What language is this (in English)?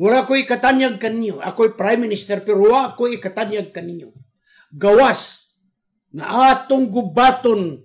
Cebuano